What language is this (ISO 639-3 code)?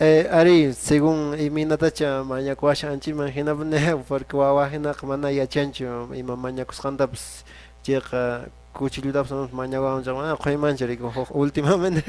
que